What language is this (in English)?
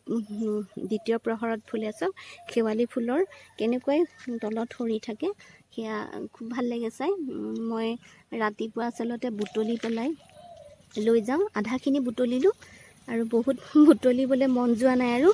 Assamese